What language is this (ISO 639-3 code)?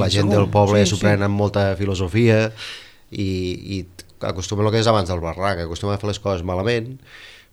cat